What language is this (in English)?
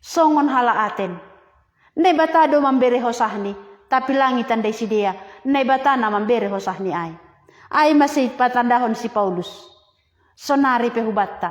Batak Simalungun